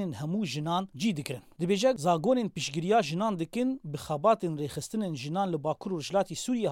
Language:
Kurdish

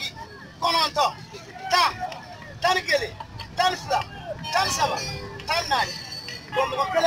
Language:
Bambara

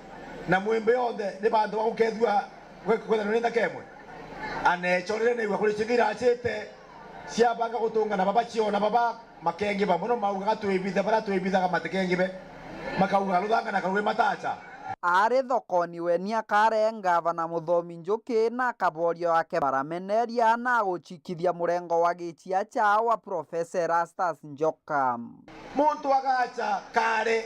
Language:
Meru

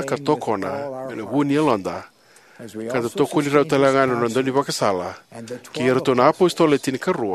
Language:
Fijian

